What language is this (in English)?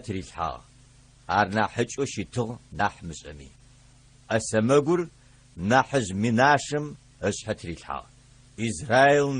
Adyghe